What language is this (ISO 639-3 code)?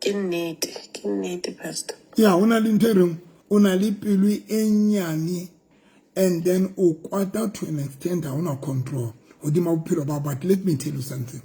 sot